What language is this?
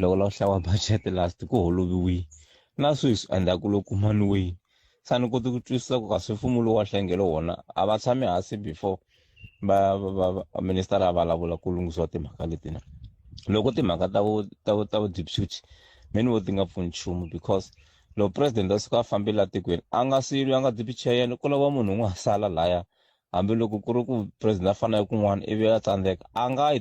Tsonga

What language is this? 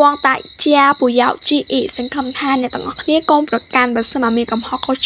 Khmer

